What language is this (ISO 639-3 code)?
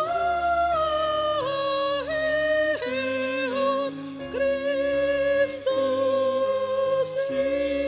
bbc